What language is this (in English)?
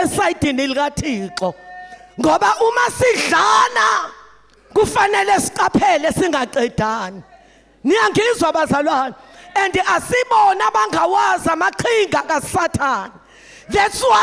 Zulu